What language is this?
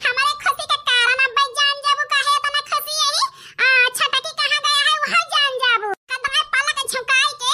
Awadhi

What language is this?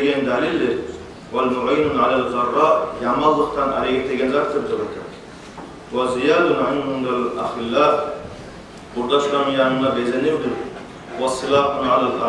Kumyk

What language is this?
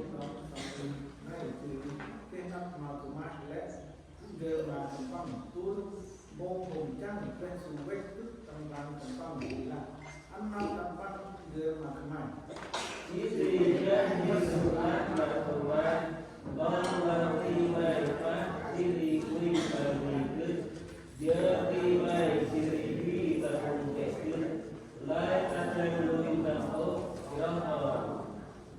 Central Mnong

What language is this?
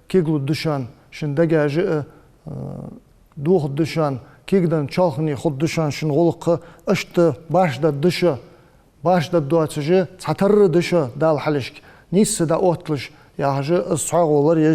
Ingush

